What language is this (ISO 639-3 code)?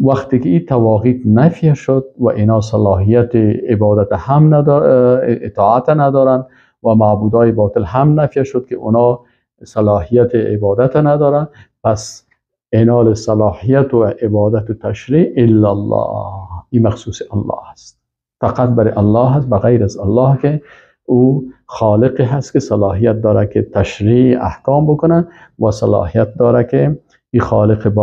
fas